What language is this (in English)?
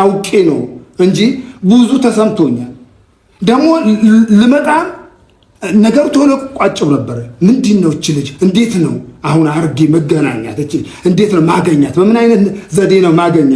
Amharic